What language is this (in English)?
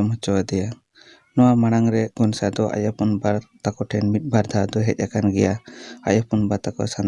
Santali